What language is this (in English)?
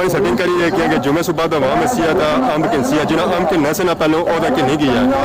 Pahari-Potwari